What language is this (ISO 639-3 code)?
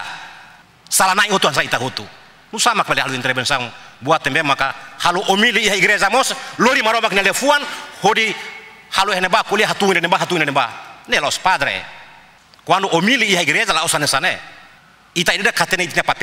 tet